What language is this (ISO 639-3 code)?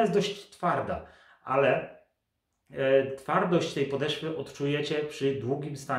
pol